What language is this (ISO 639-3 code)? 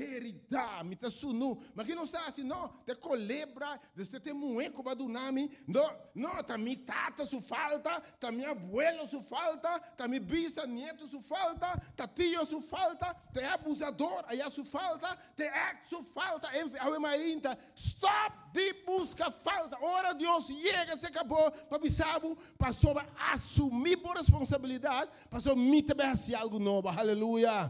pap